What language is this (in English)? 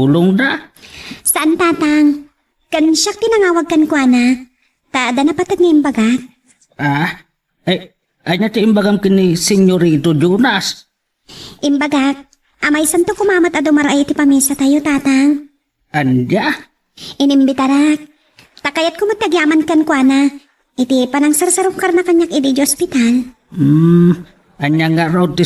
Iloko